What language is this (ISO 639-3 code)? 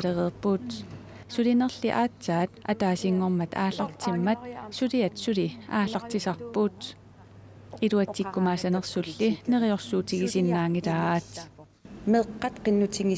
kal